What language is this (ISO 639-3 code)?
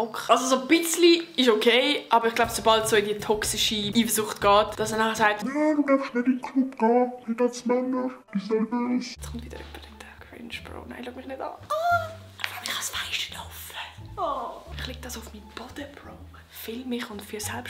gsw